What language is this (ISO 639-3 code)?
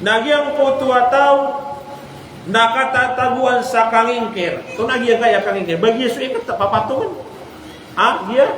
mrw